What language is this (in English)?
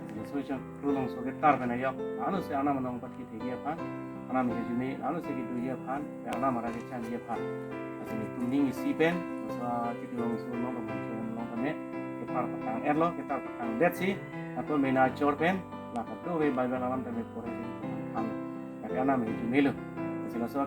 Karbi